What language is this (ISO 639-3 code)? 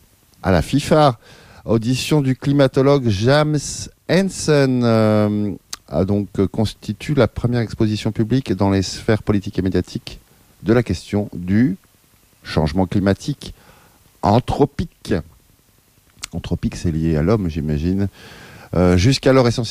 fra